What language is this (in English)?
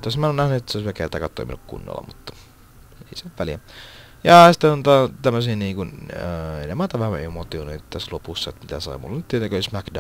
Finnish